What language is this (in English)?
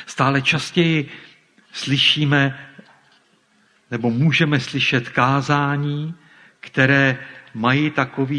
Czech